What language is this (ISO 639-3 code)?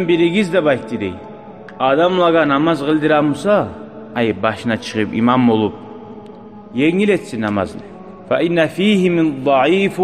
kum